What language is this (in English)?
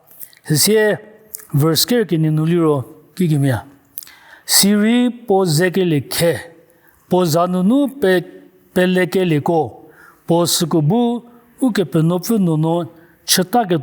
Angami Naga